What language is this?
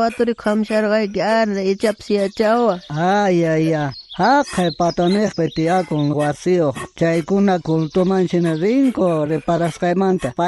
South Bolivian Quechua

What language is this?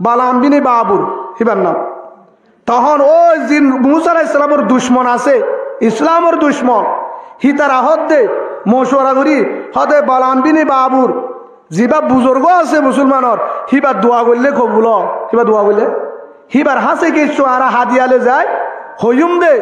Rohingya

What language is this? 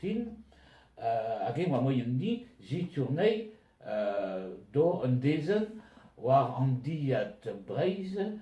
Breton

